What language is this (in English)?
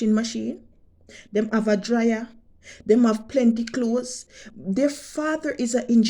Jamaican Creole English